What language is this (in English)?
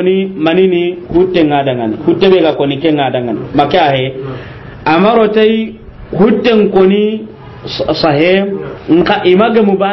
Soninke